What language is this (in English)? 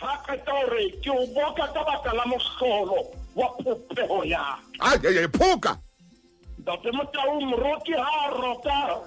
Southern Sotho